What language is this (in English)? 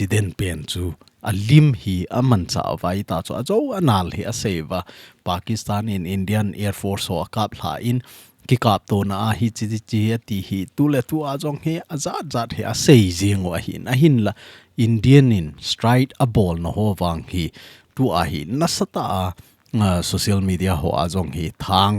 Thado Chin